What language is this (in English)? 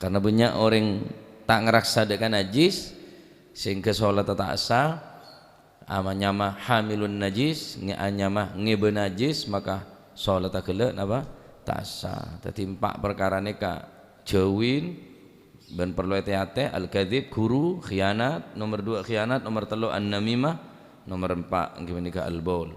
Madurese